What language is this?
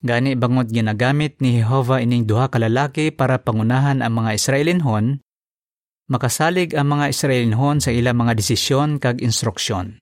Hiligaynon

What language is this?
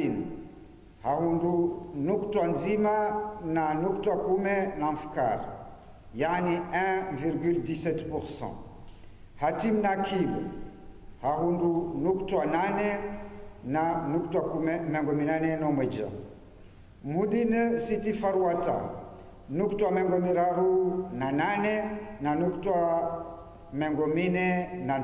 Ngazidja Comorian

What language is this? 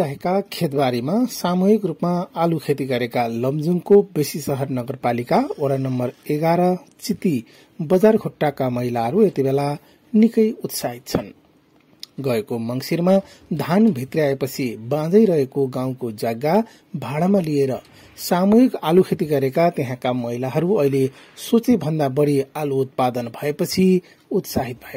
Nepali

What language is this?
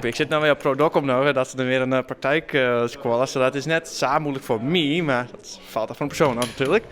Western Frisian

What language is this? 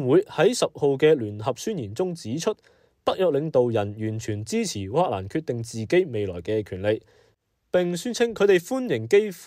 Cantonese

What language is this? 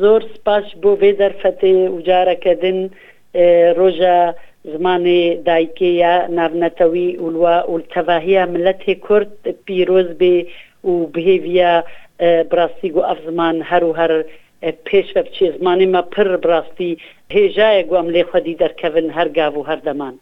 Kurdish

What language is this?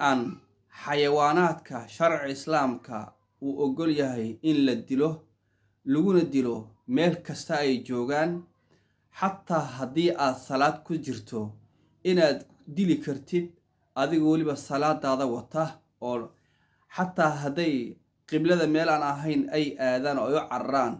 Somali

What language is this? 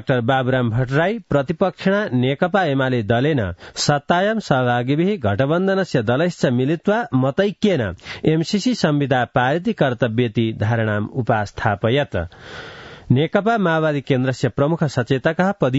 Sanskrit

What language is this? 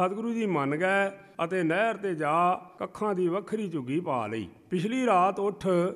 Punjabi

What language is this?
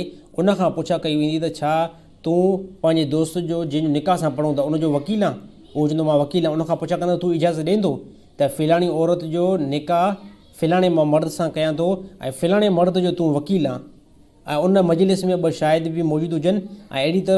Sindhi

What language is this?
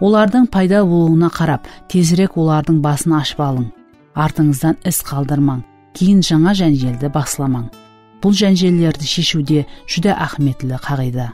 Kara-Kalpak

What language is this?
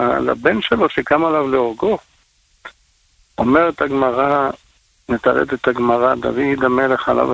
Hebrew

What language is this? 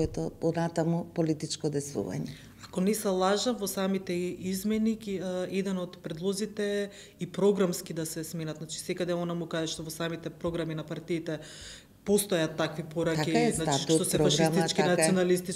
Macedonian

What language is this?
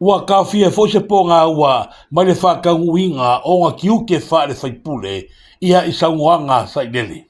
Samoan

